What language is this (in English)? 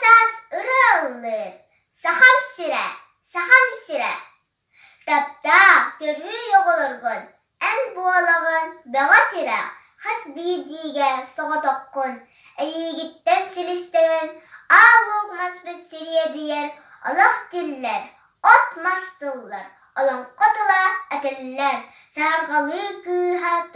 Yakut